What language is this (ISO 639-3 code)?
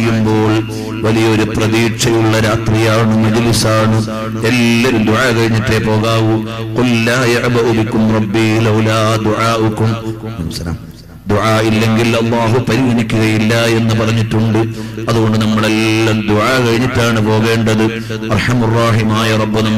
mal